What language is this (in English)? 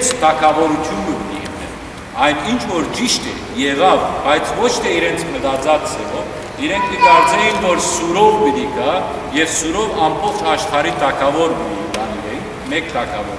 Western Armenian